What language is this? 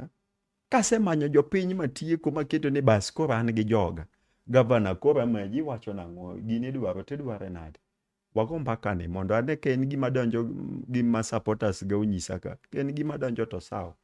Luo (Kenya and Tanzania)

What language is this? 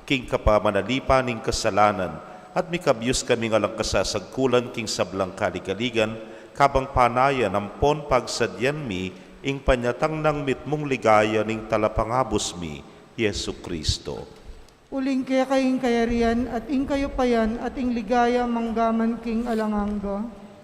Pampanga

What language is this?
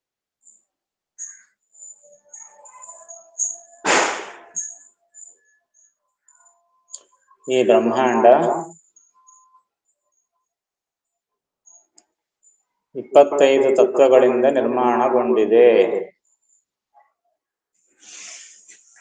Kannada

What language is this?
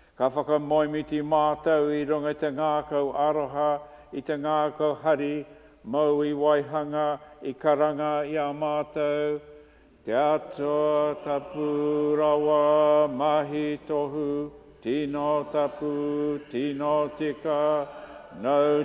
Māori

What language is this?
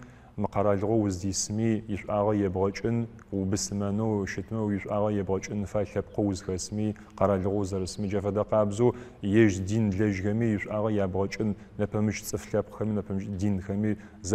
Adyghe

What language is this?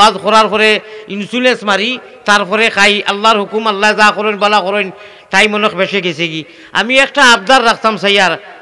Sylheti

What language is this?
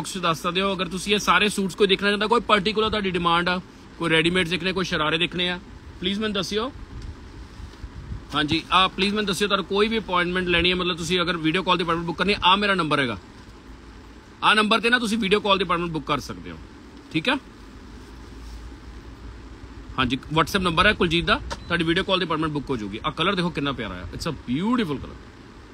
Punjabi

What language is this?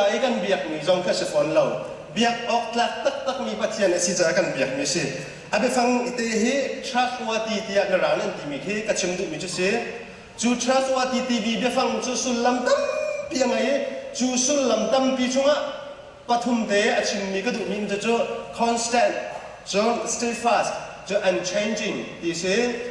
Hakha Chin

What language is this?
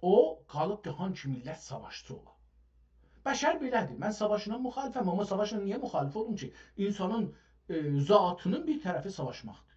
South Azerbaijani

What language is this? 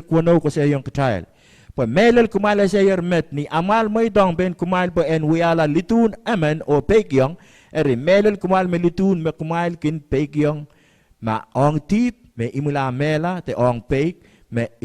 Pohnpeian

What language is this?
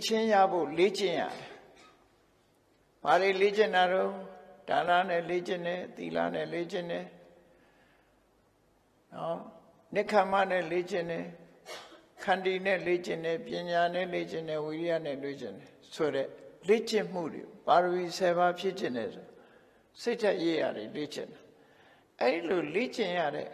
Burmese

